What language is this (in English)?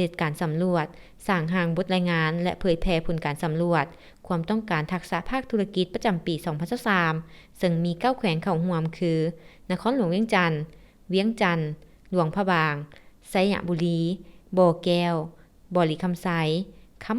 Lao